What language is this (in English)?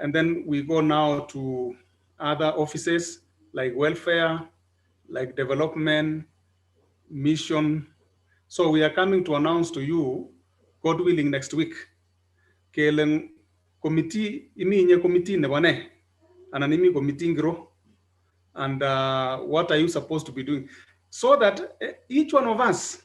Kalenjin